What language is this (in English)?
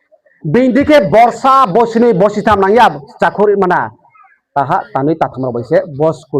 Riang (India)